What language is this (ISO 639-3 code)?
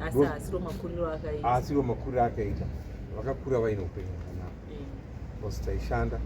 sna